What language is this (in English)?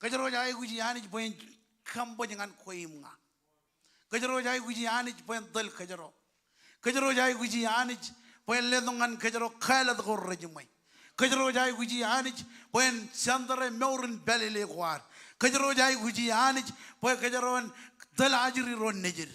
Marshallese